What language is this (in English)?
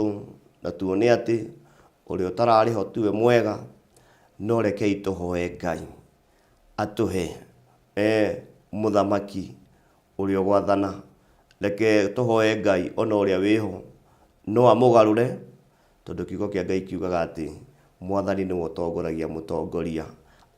Kikuyu